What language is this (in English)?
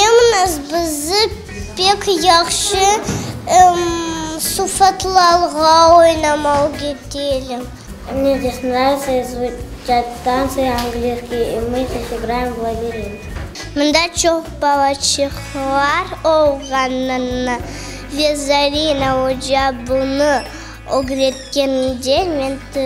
Crimean Tatar